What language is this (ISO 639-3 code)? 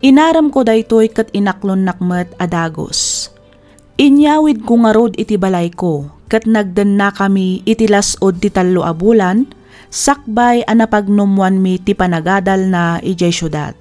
ilo